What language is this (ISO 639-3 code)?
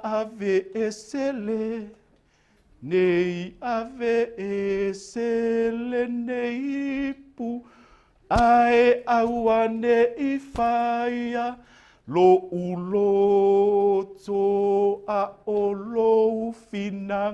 smo